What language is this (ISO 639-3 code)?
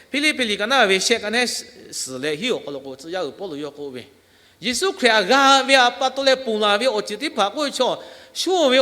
lhu